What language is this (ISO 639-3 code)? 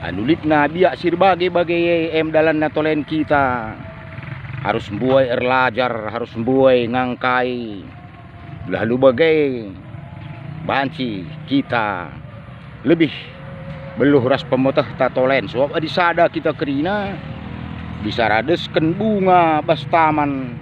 btx